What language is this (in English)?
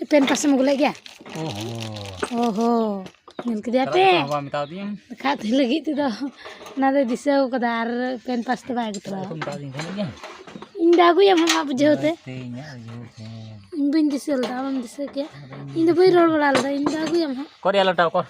Santali